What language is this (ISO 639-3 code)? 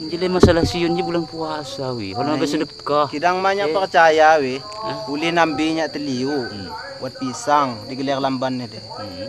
ljp